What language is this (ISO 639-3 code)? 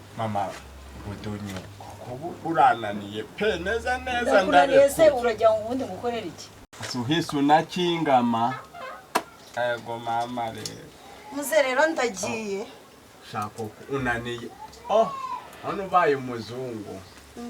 kin